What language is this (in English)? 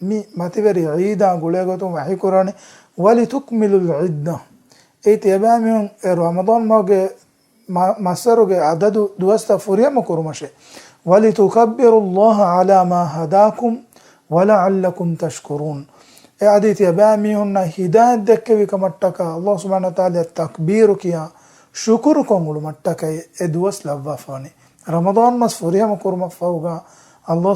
Divehi